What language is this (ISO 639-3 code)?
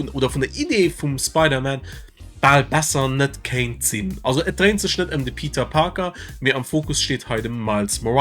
ltz